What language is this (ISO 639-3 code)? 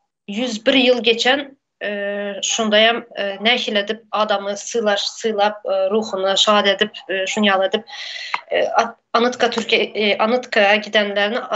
tuk